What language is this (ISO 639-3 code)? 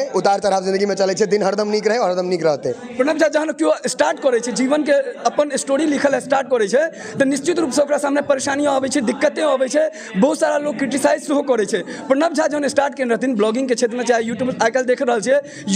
mai